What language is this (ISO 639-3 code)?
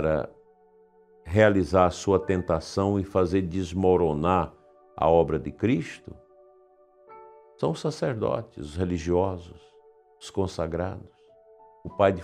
por